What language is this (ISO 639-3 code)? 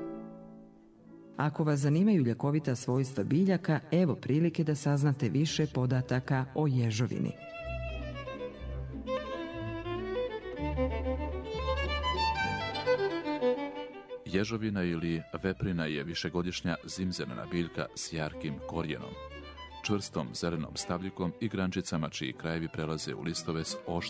hrv